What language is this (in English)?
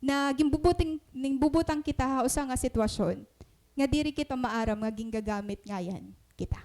Waray